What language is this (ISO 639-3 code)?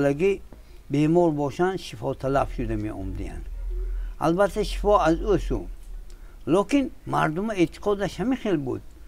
tgk